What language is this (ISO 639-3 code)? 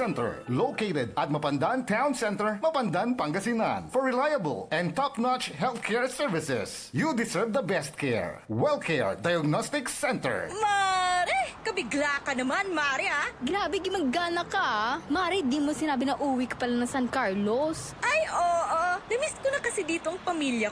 pag